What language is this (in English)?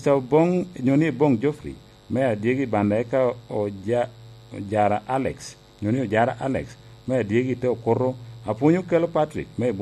Lango (Uganda)